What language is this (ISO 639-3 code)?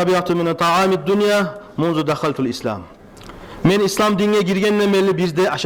kum